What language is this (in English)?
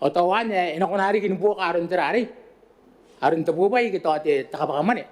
Gilbertese